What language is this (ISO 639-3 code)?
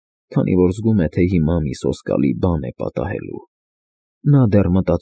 hye